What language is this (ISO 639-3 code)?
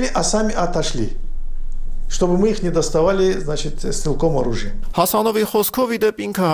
hye